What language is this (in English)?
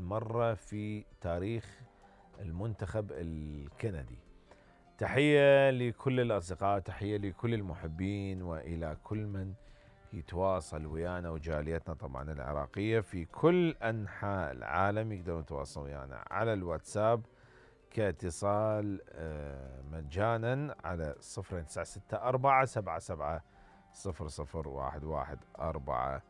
Mesopotamian Arabic